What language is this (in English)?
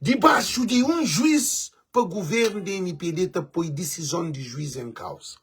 Kabuverdianu